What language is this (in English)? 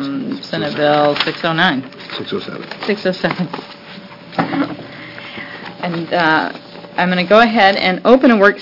English